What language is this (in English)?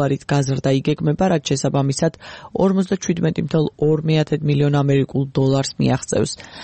Georgian